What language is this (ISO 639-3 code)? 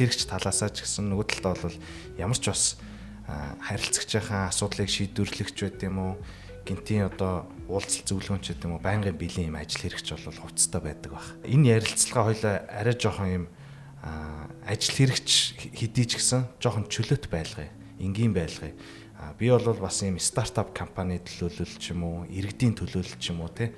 mon